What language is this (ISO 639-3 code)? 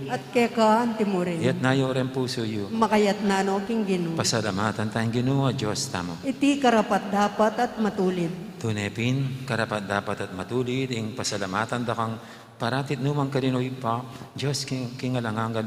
pam